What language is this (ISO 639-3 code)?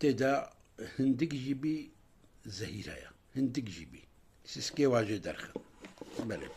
kur